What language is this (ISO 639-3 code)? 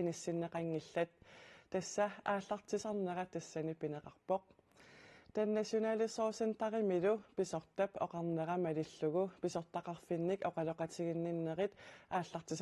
kal